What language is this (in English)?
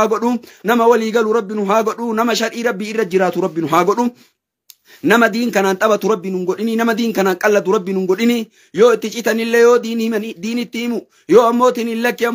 Oromo